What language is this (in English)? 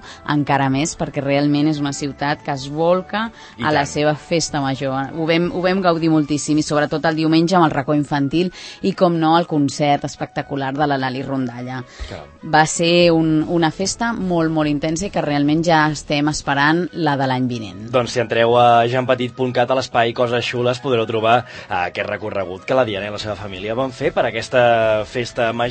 Catalan